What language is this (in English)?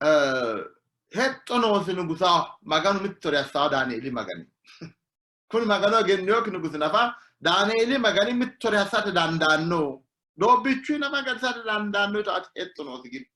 Sidamo